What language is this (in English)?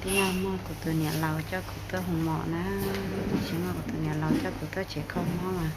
Hmong